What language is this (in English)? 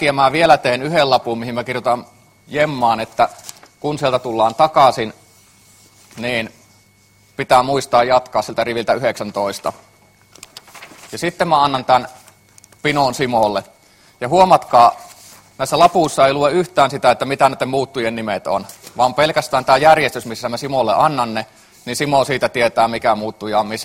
Finnish